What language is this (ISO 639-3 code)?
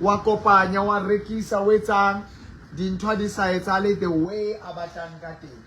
sot